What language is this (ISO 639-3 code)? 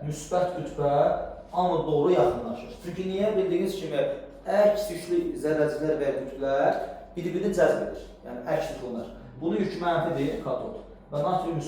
aze